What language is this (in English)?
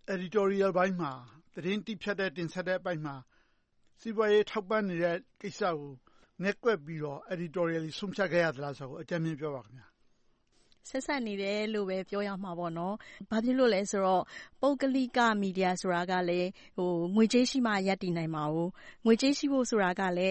Burmese